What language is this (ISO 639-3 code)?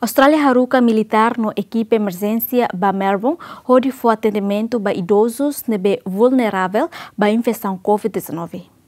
tet